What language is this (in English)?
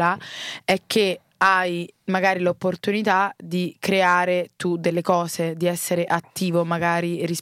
Italian